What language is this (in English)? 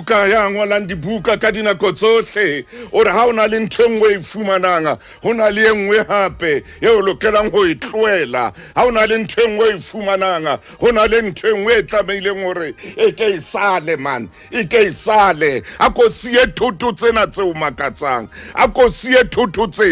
Southern Sotho